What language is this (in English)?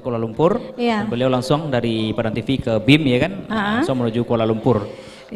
Minangkabau